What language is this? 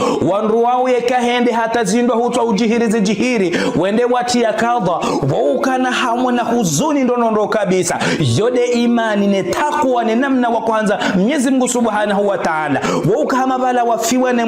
Ngazidja Comorian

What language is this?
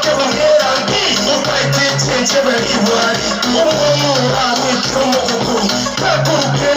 Gusii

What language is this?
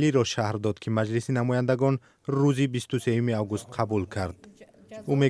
Tajik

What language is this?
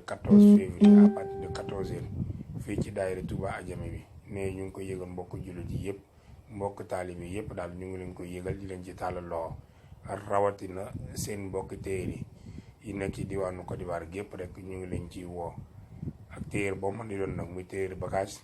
Wolof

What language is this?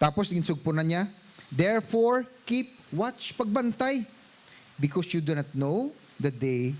Hiligaynon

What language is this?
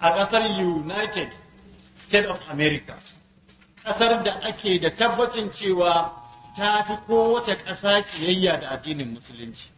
Hausa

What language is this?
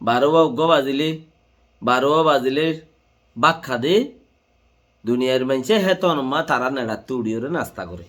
Rohingya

